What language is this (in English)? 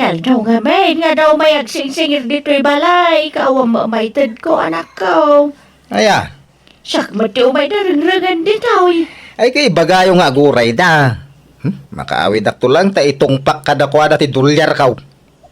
Iloko